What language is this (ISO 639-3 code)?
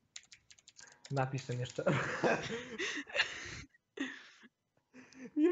pol